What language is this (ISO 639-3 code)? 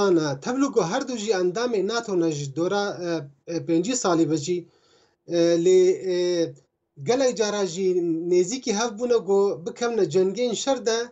kur